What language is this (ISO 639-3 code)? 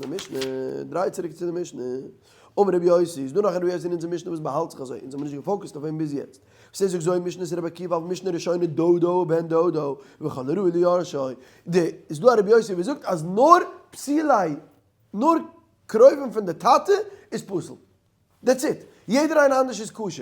yid